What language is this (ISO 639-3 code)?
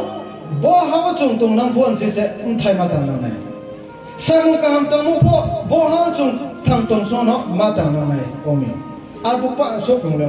ria